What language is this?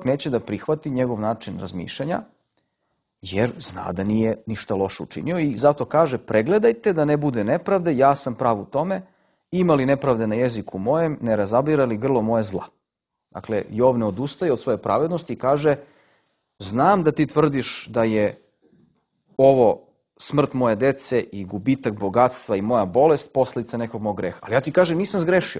Serbian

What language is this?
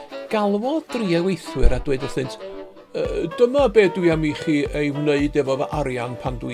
Welsh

